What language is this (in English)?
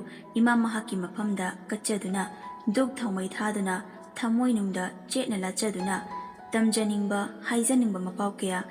Manipuri